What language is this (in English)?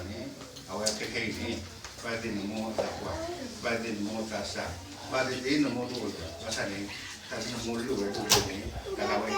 S'gaw Karen